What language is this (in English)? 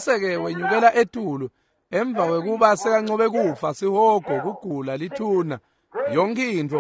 Swati